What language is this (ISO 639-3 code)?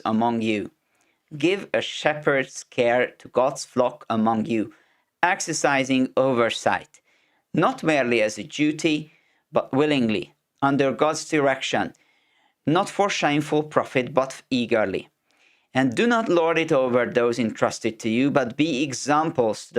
eng